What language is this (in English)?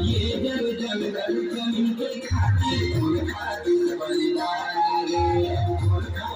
Chhattisgarhi